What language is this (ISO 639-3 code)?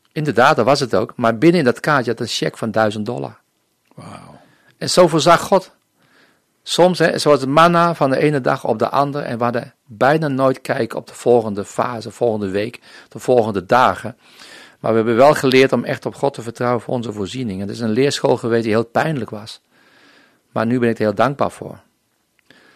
nld